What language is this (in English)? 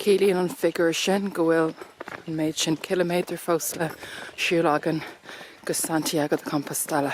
Irish